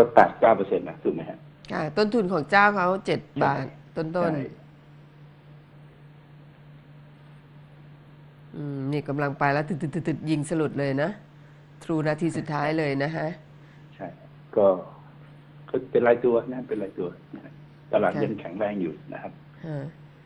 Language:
Thai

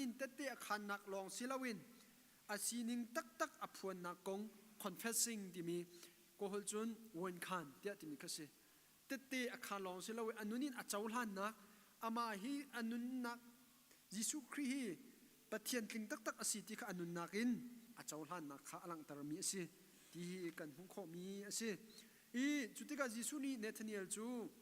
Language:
Hakha Chin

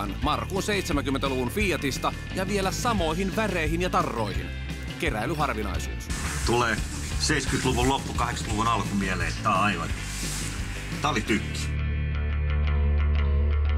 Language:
Finnish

